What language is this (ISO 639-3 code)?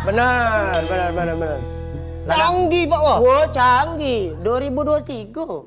mui